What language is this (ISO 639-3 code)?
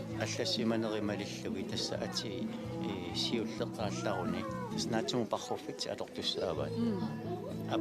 kal